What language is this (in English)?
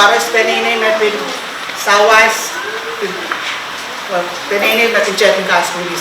Pohnpeian